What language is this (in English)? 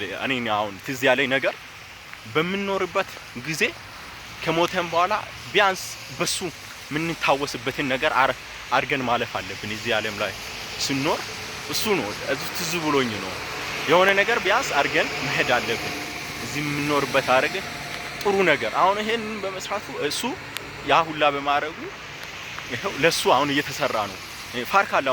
Amharic